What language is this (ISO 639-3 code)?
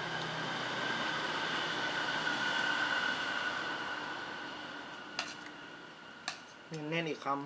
lao